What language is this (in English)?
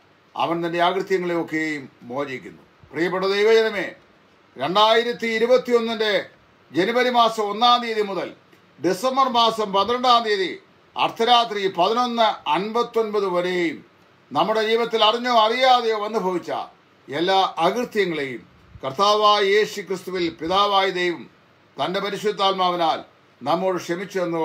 Malayalam